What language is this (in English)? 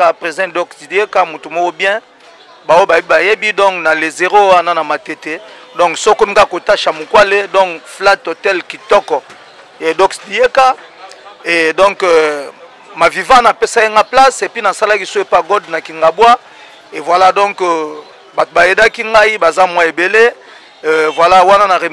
Lingala